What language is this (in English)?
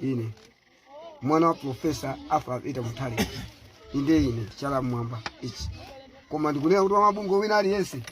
Nyanja